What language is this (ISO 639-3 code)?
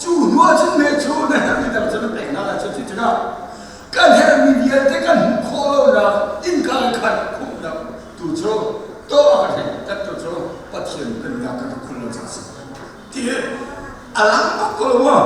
cnh